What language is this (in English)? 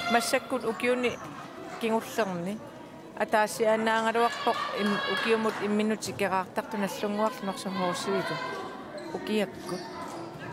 Kalaallisut